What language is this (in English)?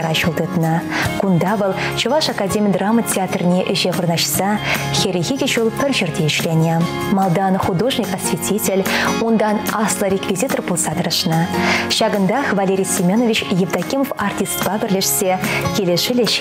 Chuvash